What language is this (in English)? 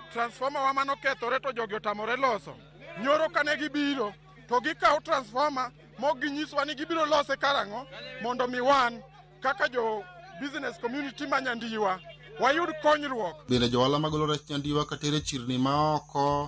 Luo (Kenya and Tanzania)